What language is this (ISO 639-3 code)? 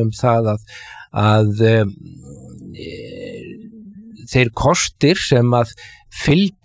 isl